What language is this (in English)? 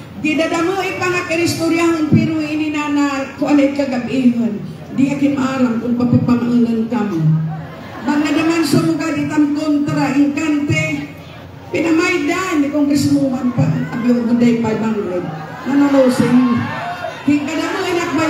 Waray